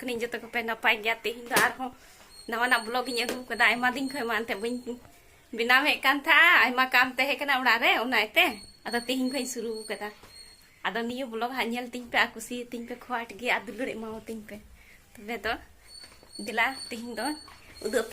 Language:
Santali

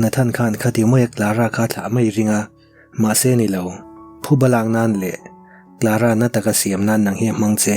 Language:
Mizo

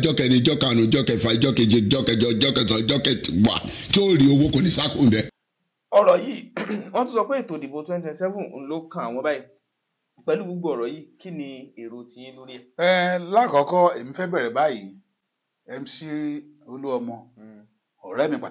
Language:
Yoruba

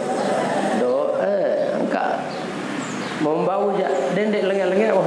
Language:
Sasak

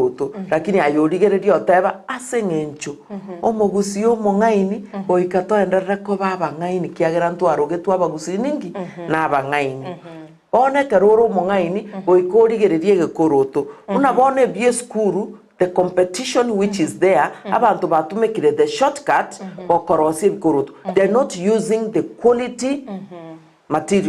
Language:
Gusii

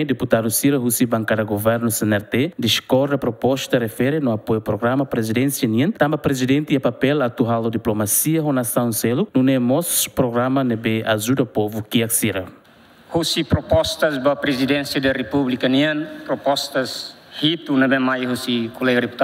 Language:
Tetum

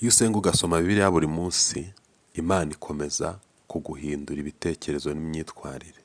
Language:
Kinyarwanda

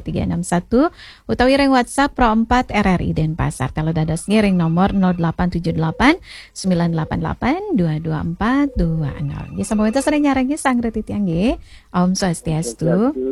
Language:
Balinese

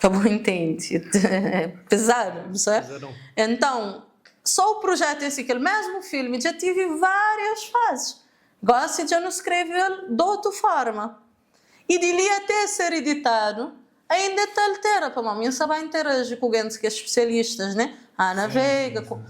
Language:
Kabuverdianu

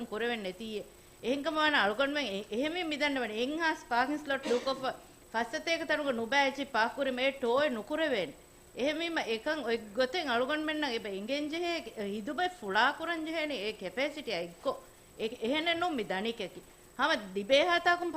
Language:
Divehi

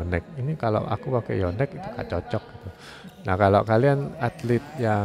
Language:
Indonesian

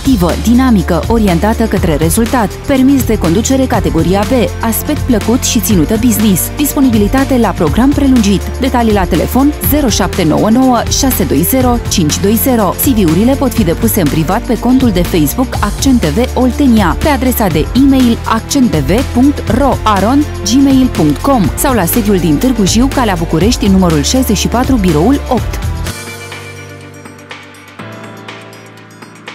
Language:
Romanian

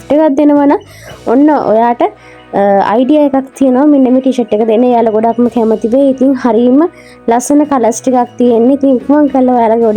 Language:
Sinhala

